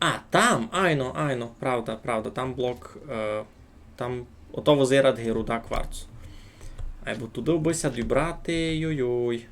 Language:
Rusyn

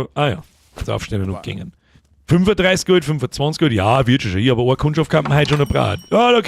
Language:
Bavarian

